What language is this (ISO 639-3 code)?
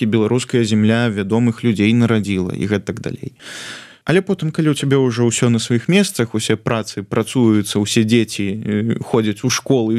bel